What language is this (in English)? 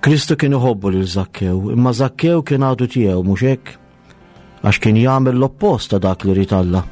Maltese